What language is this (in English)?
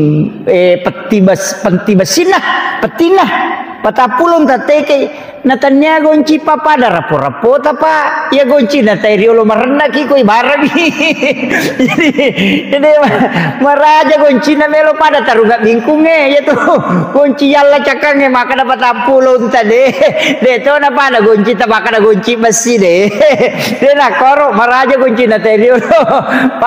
Buginese